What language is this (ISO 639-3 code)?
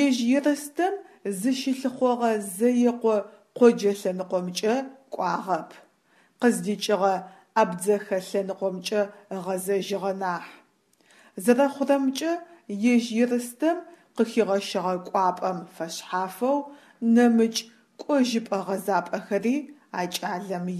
ady